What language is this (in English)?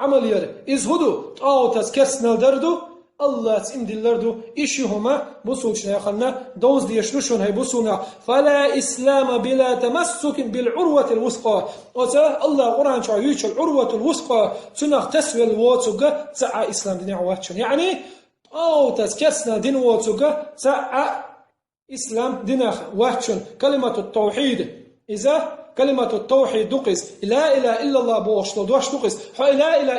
Chechen